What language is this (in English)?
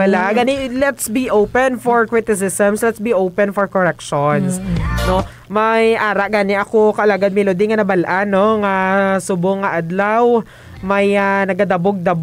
Hiligaynon